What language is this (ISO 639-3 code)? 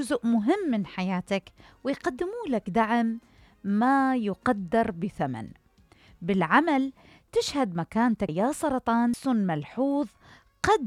acm